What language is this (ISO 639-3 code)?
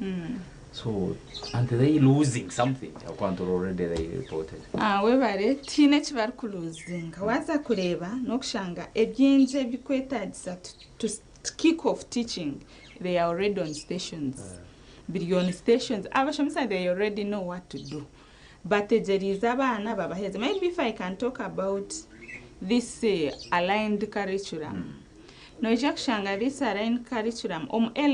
nyn